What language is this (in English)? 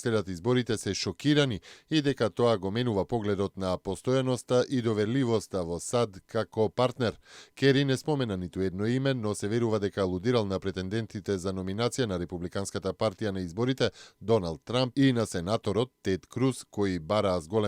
Macedonian